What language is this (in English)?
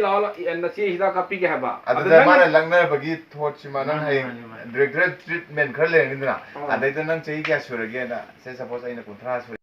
Manipuri